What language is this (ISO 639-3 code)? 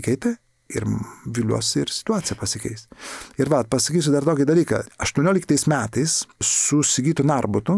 lit